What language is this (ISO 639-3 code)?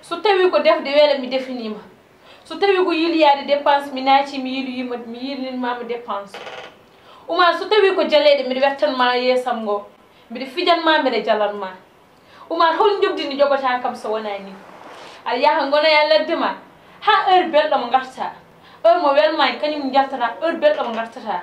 ful